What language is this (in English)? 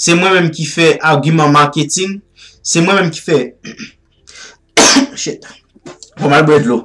Haitian Creole